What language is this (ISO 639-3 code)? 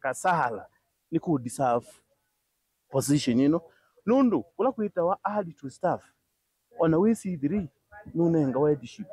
kam